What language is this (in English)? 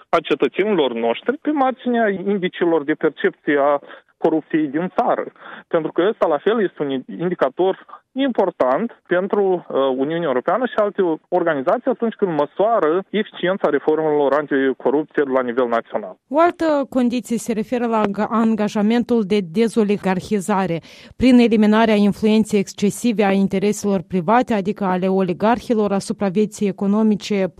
Romanian